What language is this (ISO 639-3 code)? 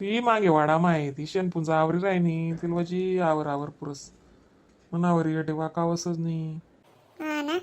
khn